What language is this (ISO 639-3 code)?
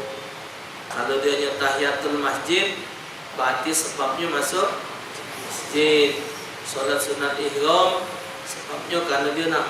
mui